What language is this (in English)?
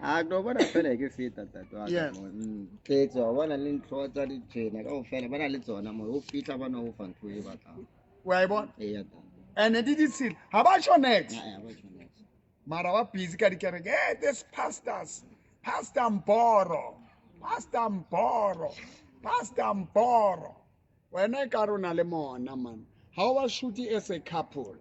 Southern Sotho